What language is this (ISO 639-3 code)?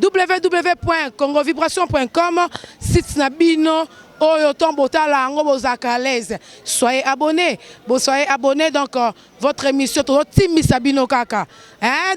lin